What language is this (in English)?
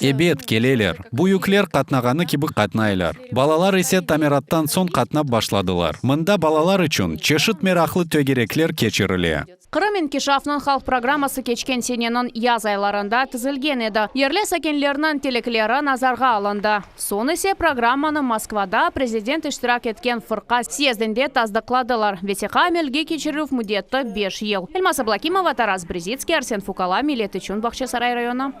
Crimean Tatar